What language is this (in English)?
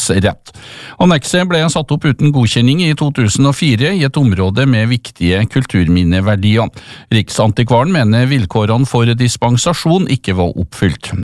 Norwegian